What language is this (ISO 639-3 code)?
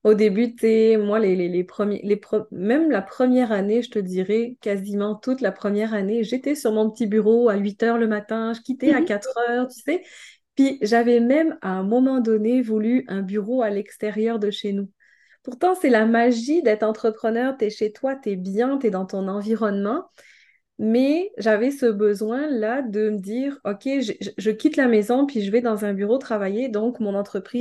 fra